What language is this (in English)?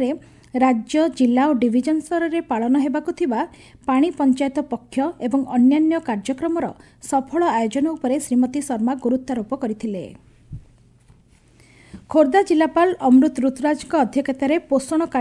Odia